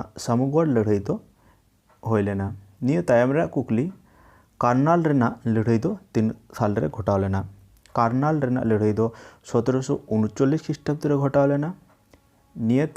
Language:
Santali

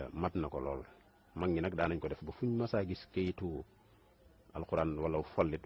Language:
Wolof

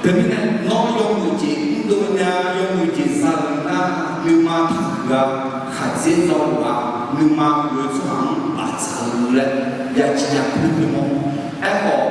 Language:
Akha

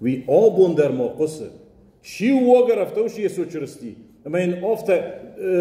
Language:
Ossetic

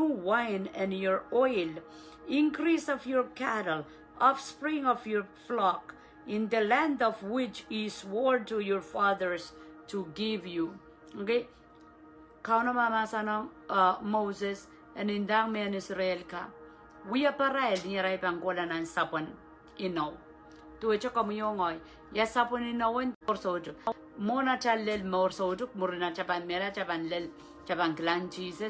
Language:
Pohnpeian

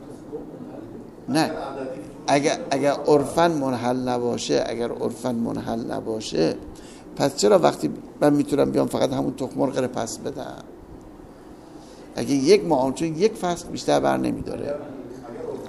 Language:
Persian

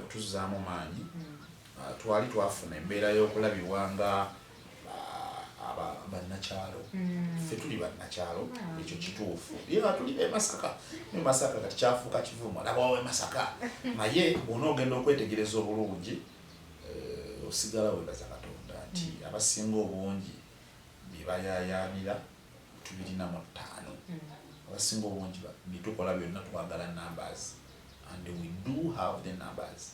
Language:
Ganda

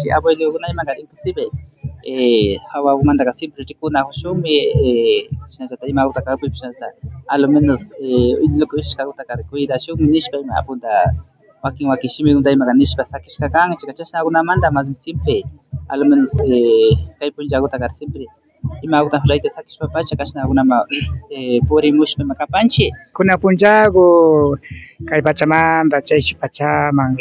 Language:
Imbabura Highland Quichua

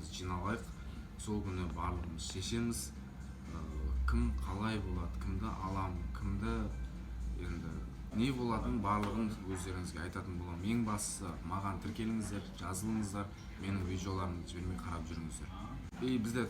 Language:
Kazakh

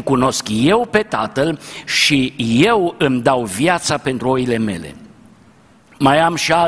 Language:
Romanian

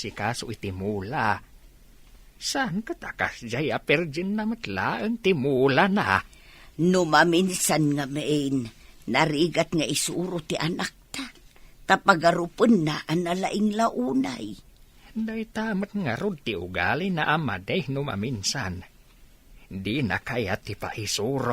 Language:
Iloko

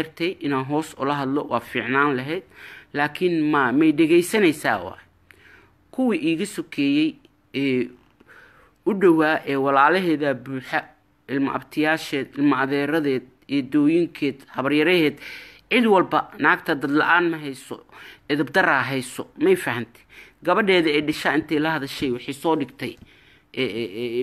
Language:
Somali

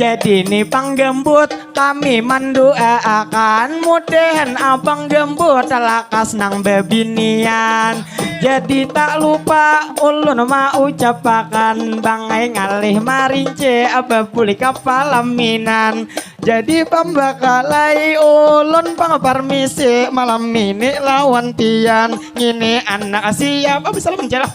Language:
Banjar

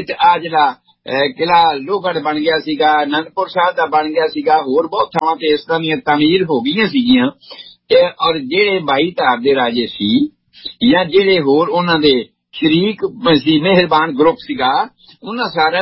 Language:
Punjabi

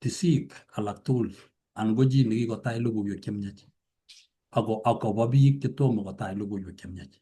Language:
Kalenjin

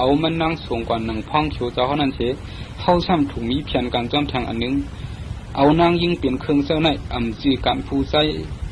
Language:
Shan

